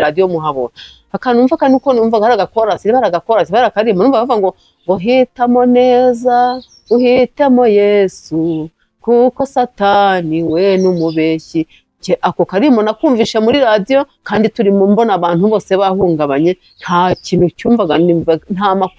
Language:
Kinyarwanda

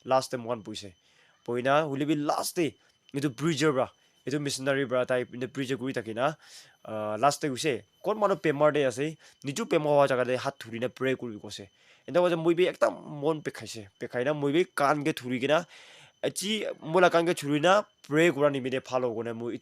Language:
Naga Pidgin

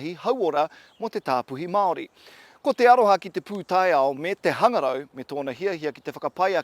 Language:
Māori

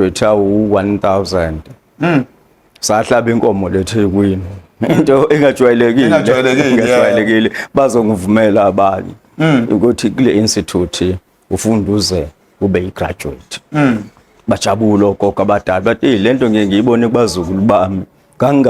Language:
Zulu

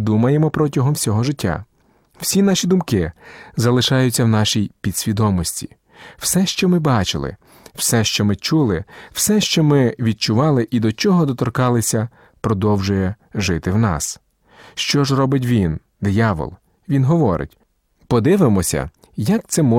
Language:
Ukrainian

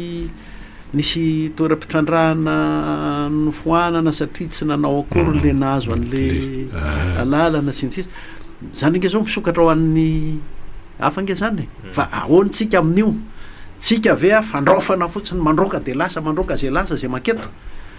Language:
Malagasy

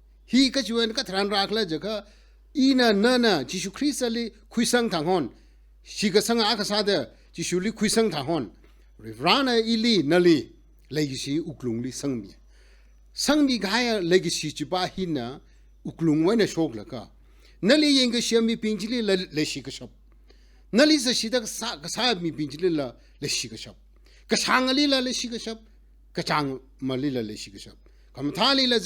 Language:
Tangkhul Naga (India)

